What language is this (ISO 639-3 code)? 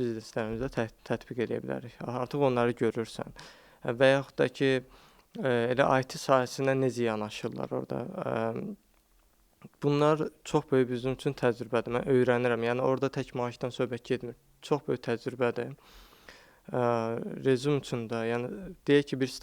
aze